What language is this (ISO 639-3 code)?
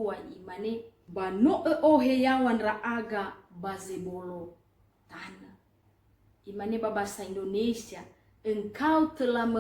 nia